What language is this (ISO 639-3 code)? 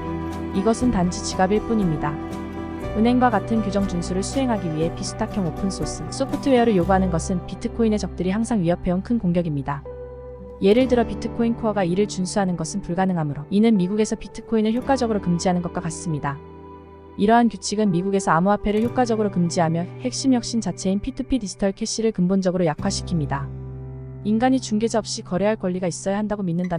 kor